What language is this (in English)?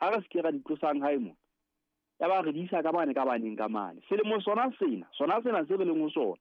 Southern Sotho